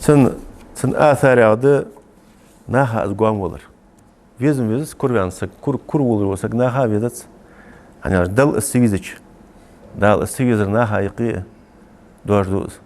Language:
Ingush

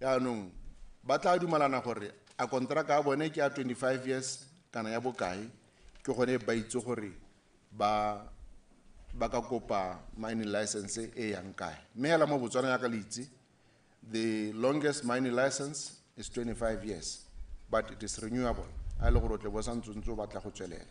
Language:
Tswana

